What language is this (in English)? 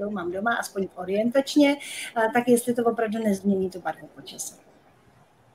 Czech